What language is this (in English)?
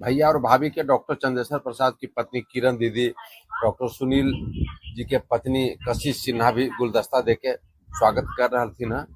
Magahi